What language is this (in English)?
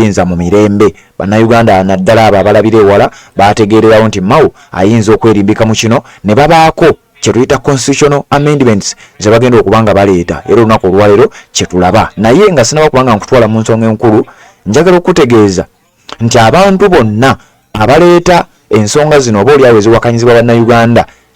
Ganda